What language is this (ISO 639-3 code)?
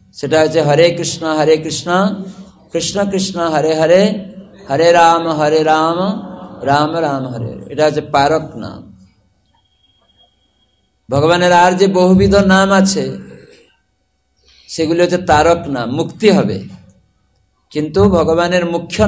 ben